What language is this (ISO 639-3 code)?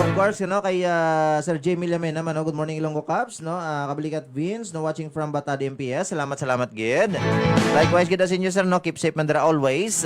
hil